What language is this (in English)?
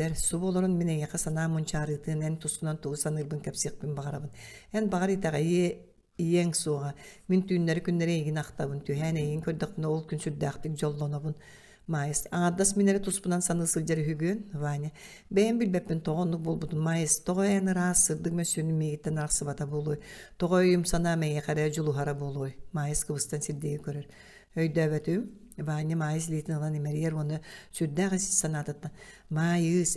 Yakut